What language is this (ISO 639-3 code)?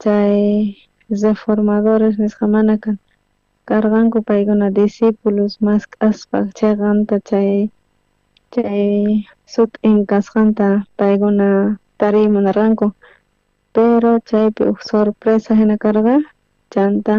quh